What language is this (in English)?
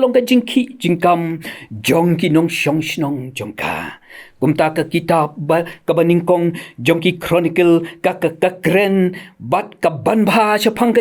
Khasi